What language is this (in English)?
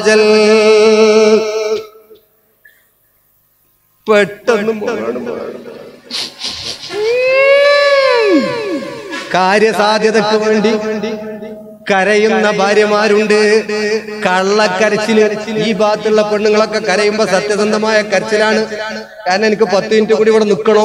Malayalam